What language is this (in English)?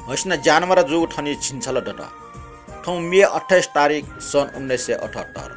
Newari